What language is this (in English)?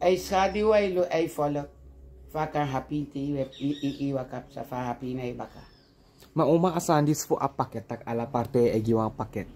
Sranan Tongo